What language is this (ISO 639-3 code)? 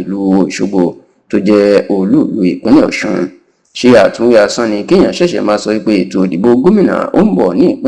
yor